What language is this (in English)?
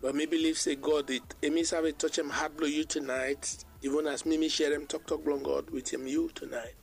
Bislama